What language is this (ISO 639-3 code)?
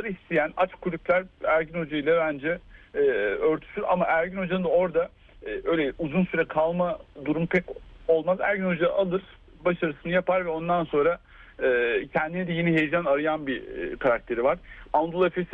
tur